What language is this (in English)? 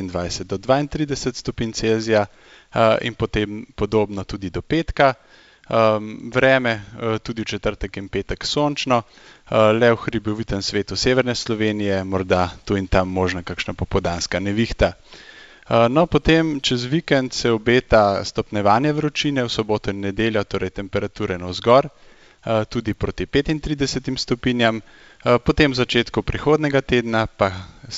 Slovenian